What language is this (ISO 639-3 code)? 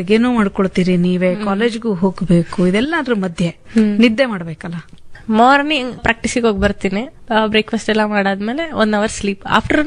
kan